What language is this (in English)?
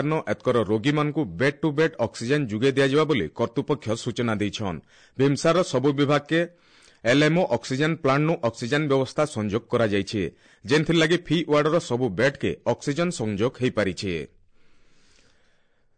Odia